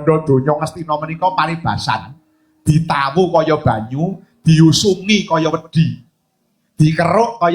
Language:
Javanese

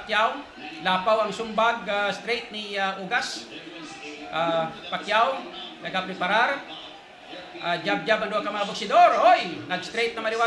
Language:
Hiligaynon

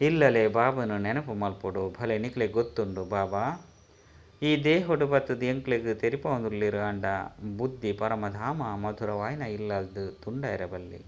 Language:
Tulu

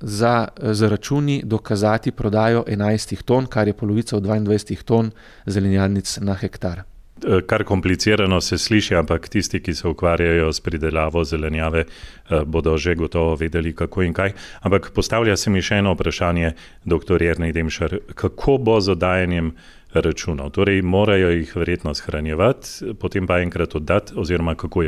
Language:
Slovenian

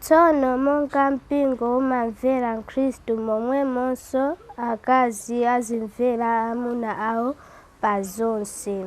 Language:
Nyanja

